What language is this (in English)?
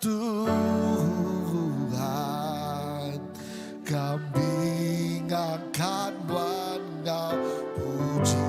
Iban